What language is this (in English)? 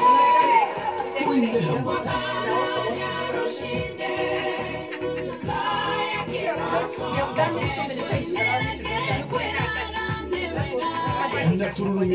Kikuyu